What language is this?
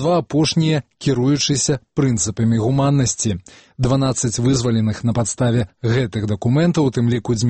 Belarusian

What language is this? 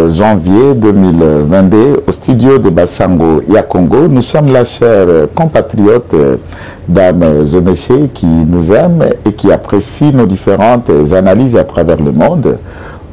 French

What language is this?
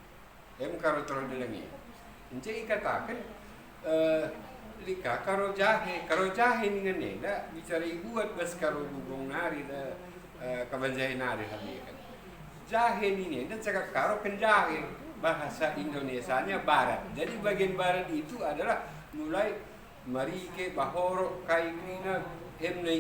Batak Karo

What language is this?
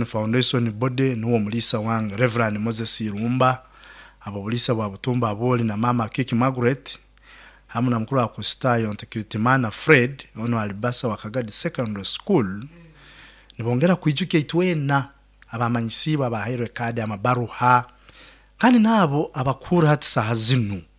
Nyoro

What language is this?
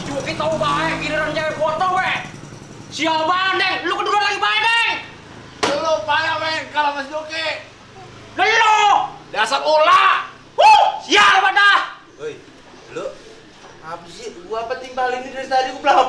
Betawi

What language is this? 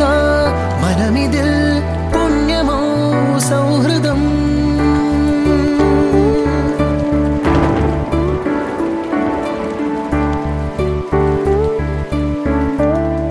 Malayalam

